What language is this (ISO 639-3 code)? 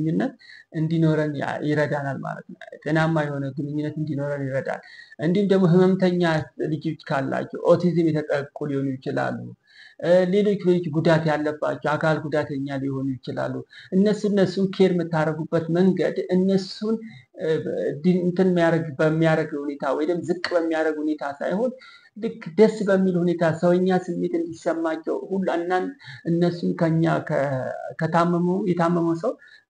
amh